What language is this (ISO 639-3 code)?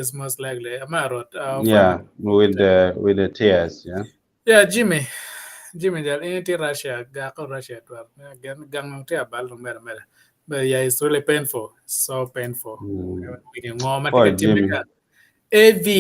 ach